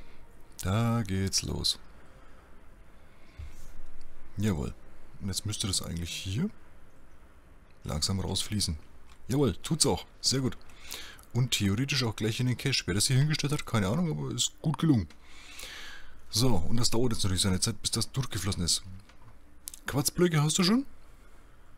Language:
German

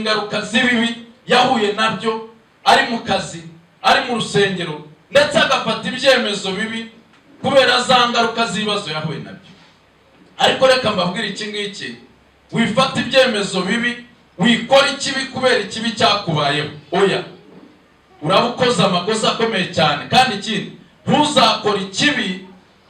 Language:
Kinyarwanda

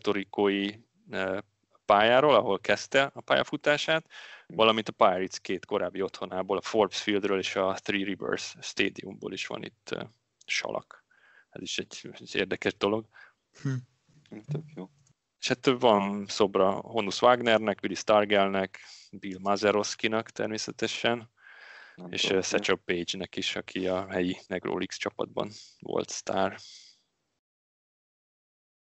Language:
Hungarian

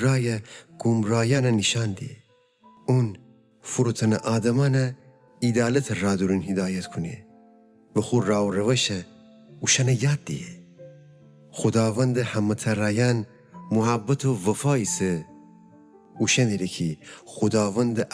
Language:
Gilaki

